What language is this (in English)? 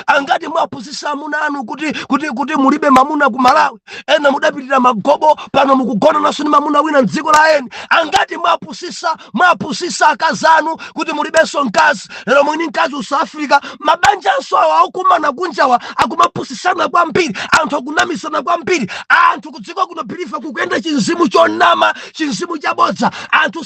Nyanja